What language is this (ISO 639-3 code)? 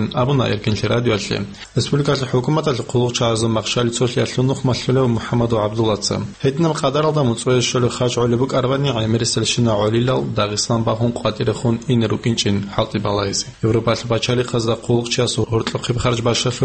ava